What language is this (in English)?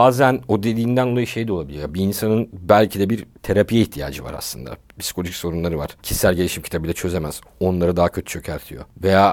Turkish